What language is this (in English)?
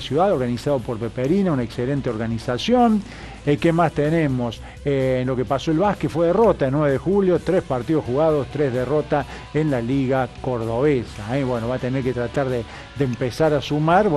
Spanish